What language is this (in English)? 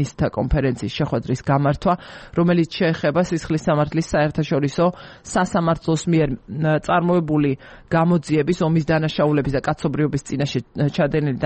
Georgian